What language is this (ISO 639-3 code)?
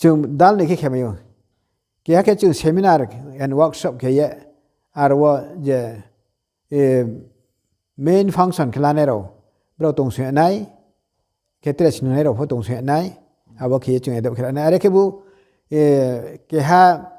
ria